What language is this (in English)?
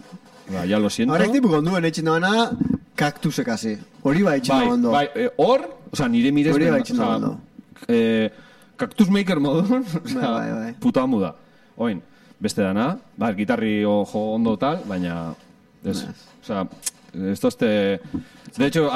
Basque